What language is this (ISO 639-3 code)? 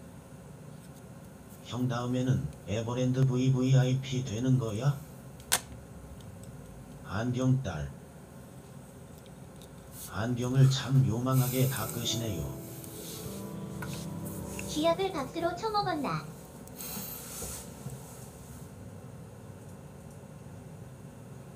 kor